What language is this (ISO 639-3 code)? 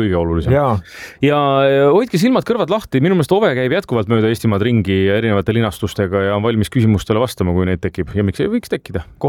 est